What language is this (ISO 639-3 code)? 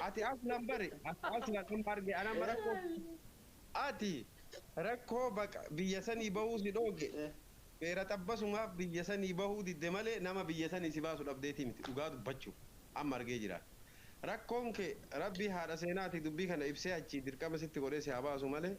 orm